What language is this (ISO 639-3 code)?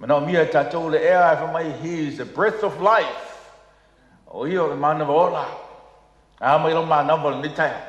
smo